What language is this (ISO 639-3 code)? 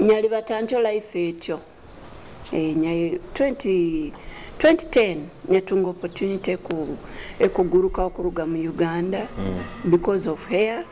nyo